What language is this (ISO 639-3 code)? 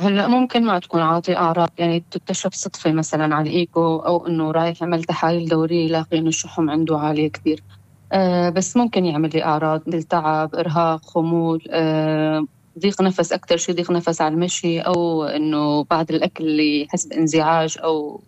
apc